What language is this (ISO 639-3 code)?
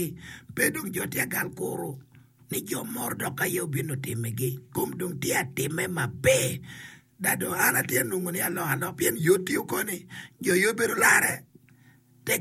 ach